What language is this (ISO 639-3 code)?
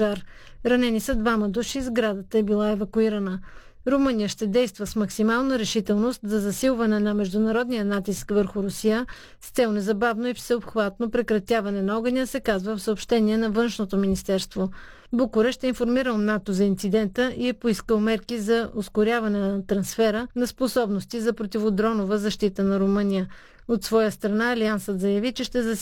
bul